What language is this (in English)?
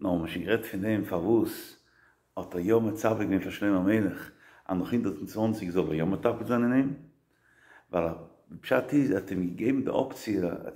Yiddish